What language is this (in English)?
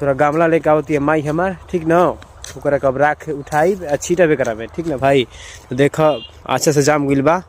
Bhojpuri